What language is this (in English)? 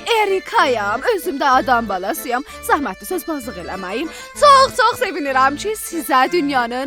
South Azerbaijani